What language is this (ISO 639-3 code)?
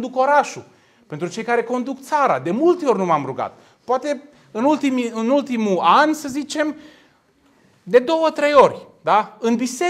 ron